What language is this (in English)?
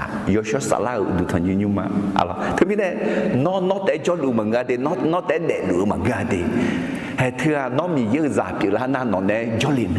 Akha